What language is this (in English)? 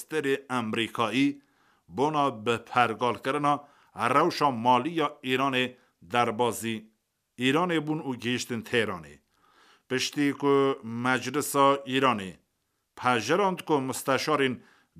Kurdish